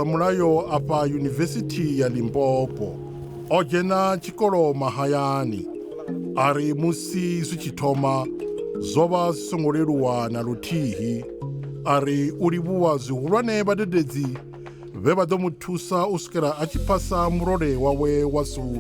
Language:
Venda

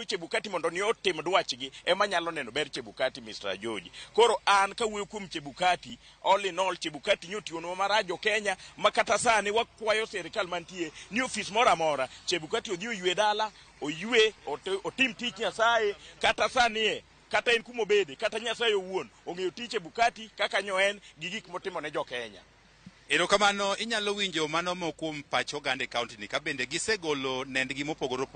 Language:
Luo (Kenya and Tanzania)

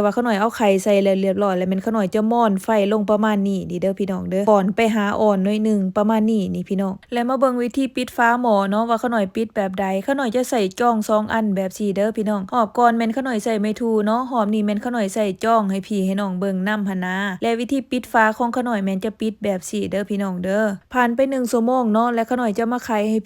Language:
Lao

